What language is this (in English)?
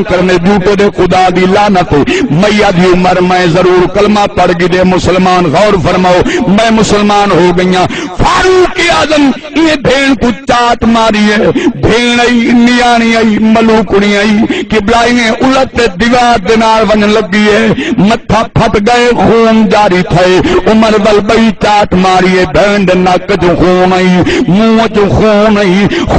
Saraiki